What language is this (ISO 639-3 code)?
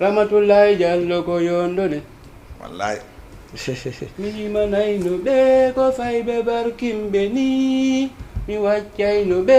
ful